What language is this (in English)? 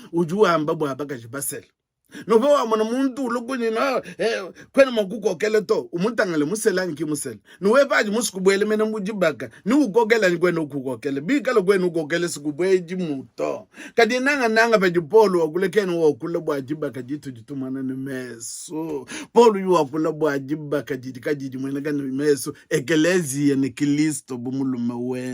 Luba-Lulua